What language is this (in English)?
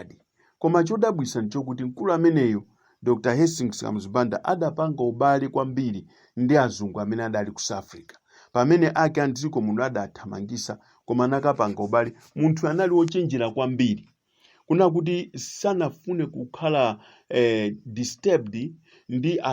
Nyanja